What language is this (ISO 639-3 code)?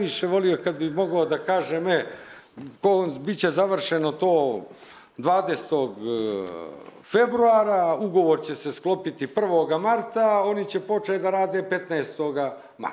bos